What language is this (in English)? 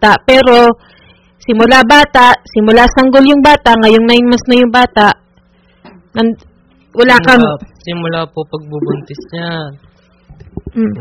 Filipino